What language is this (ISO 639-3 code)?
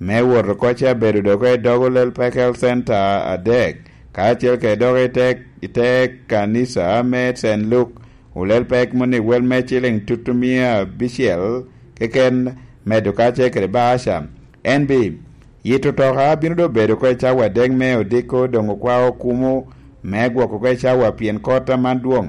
laj